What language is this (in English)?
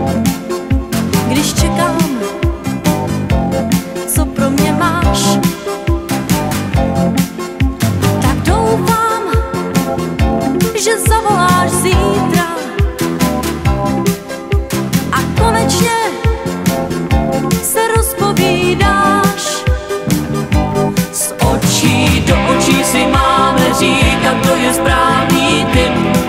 Czech